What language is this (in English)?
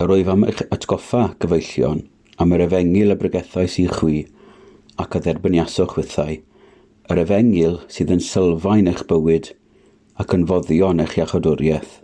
Welsh